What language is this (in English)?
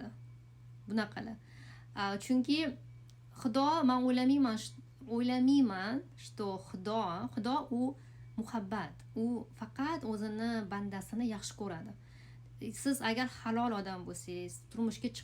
Uzbek